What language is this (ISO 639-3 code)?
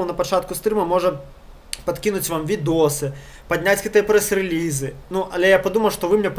bel